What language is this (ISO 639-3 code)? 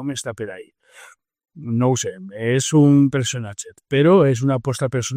cat